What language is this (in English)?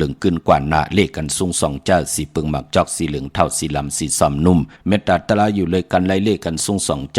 Shan